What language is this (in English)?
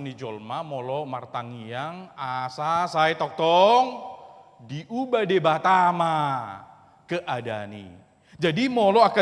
Batak Toba